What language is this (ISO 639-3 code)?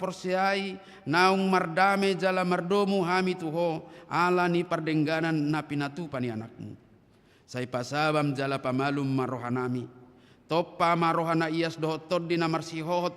bbc